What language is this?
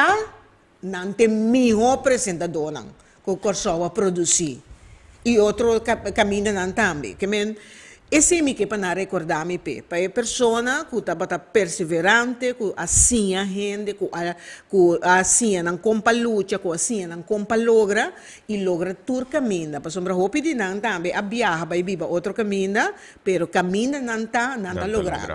Papiamento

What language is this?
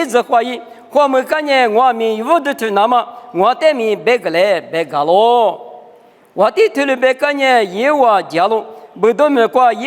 Lisu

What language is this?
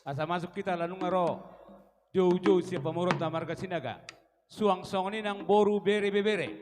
Batak Toba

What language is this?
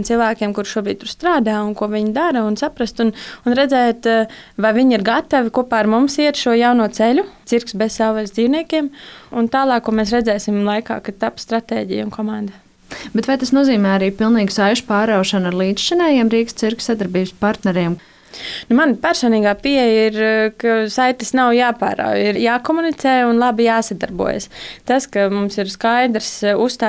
Latvian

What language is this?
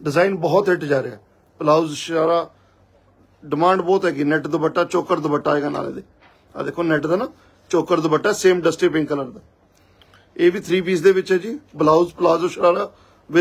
Punjabi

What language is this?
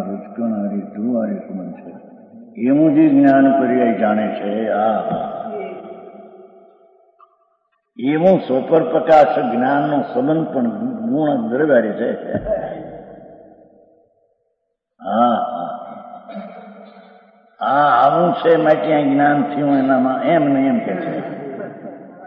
Gujarati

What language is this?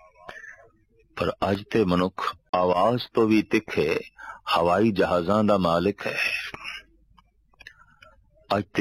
Punjabi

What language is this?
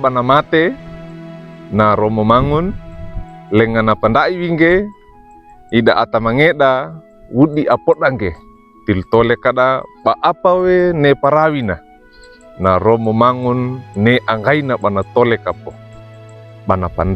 Wejewa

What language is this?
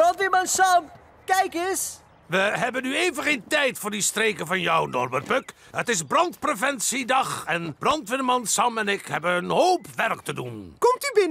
Dutch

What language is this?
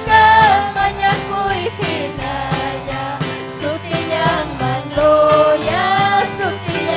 Ayacucho Quechua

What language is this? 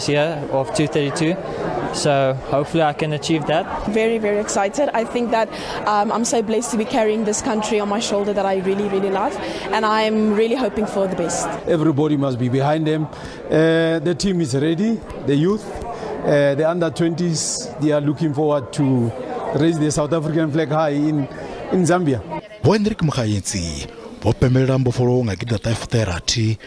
Venda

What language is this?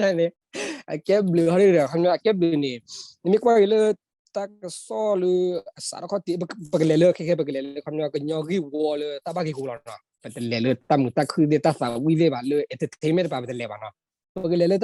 S'gaw Karen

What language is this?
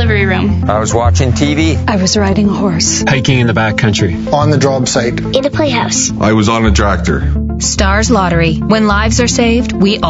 English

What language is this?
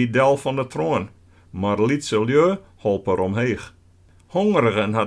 Western Frisian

